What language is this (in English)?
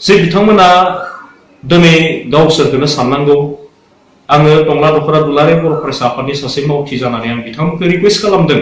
Bodo